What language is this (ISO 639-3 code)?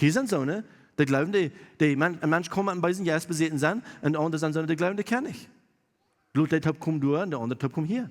pdt